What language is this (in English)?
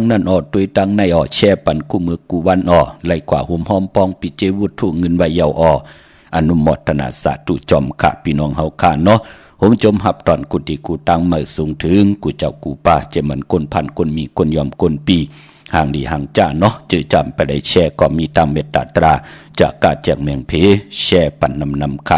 Shan